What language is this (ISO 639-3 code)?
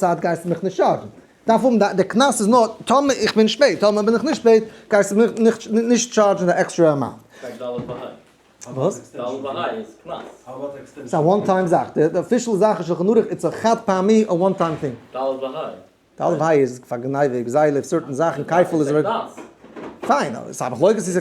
yid